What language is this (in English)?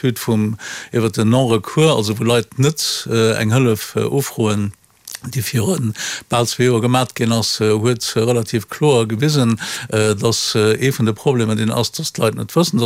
Luxembourgish